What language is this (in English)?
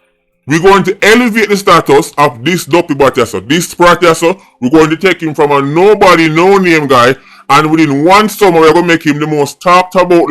Jamaican Creole English